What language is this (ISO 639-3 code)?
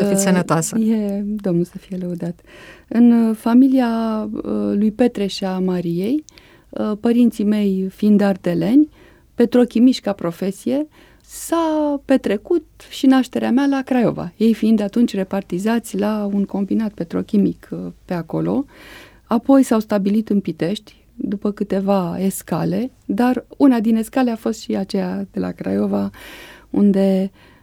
ron